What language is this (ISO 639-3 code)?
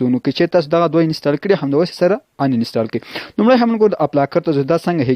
pus